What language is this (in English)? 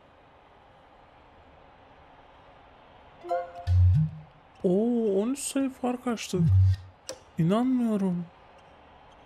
Turkish